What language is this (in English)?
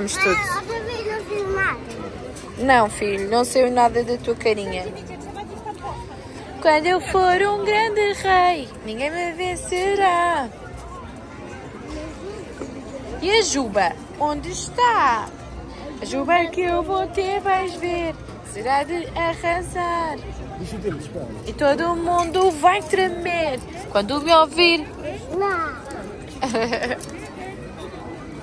Portuguese